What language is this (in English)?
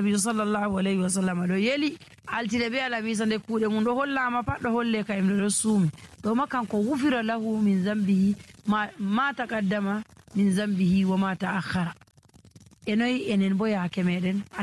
Nigerian Fulfulde